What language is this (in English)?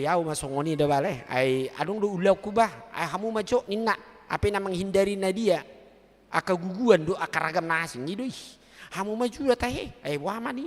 Batak Toba